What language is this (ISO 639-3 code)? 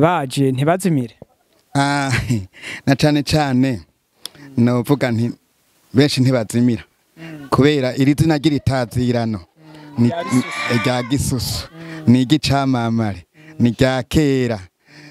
run